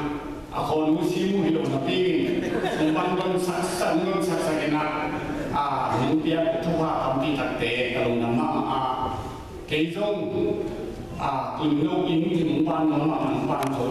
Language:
Tedim Chin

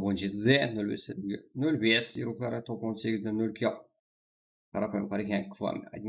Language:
Kara-Kalpak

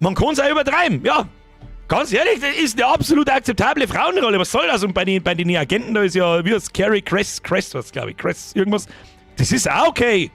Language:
Bavarian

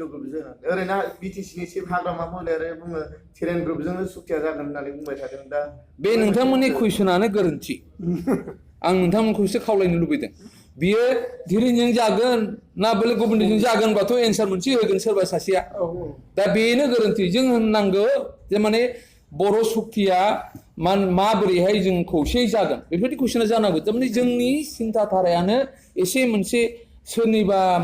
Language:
Bodo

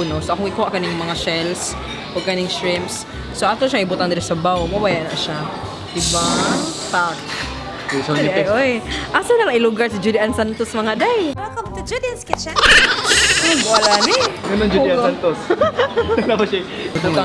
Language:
Cebuano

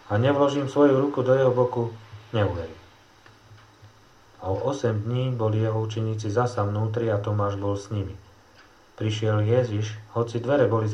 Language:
Slovak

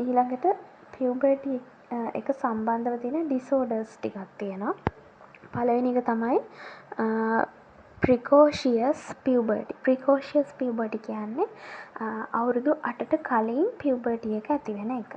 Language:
Sinhala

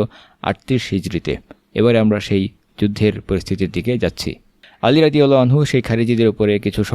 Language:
Bangla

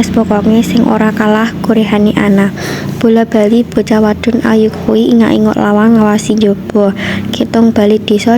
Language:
Javanese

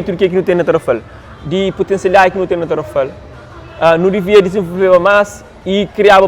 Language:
Kabuverdianu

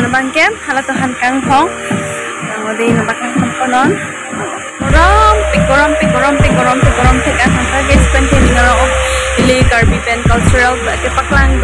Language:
Karbi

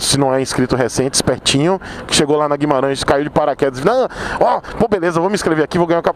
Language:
Portuguese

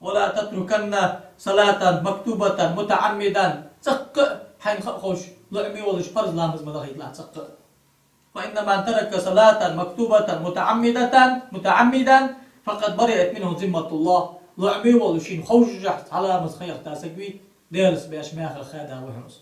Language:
Ingush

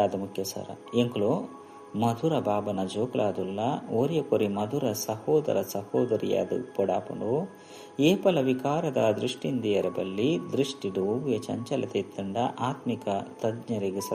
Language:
Tulu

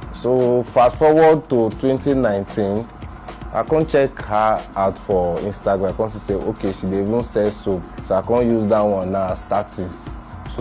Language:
Nigerian Pidgin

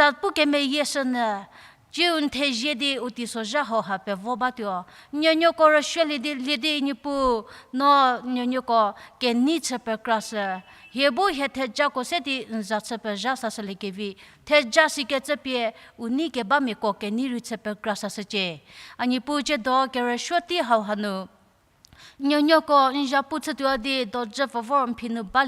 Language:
Angami Naga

